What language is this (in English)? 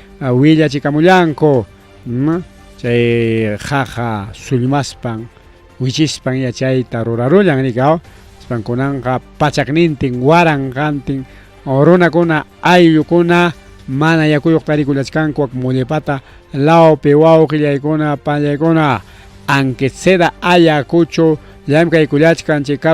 Ayacucho Quechua